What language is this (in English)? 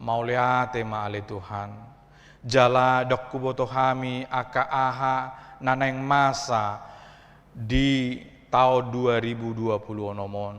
Batak Toba